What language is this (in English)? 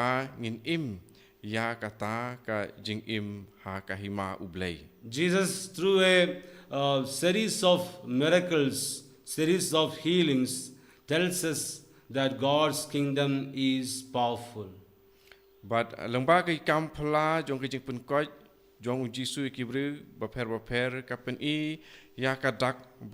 Khasi